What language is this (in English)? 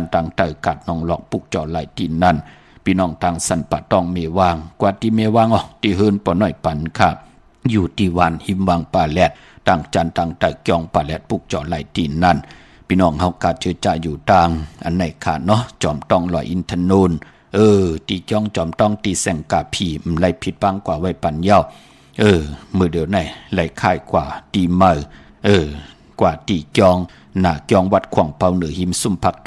Shan